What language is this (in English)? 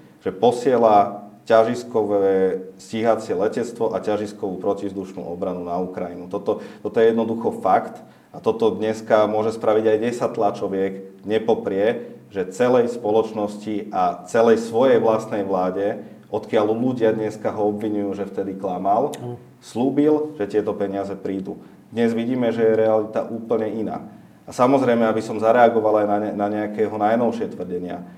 Slovak